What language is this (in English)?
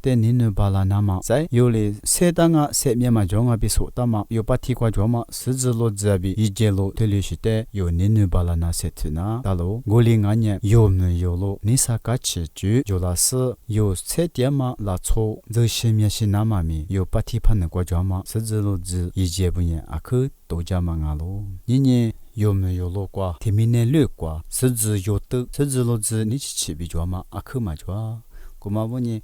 Lisu